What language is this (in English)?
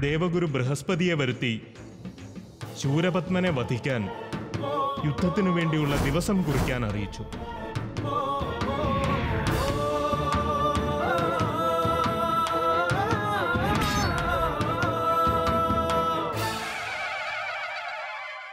Malayalam